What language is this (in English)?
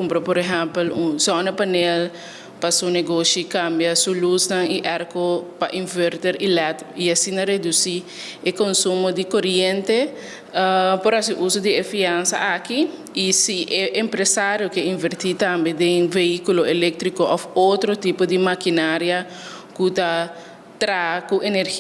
Papiamento